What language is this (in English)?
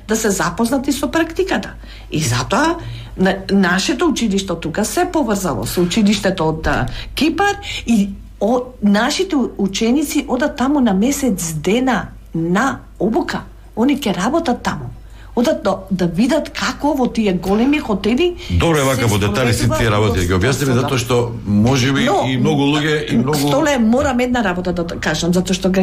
Macedonian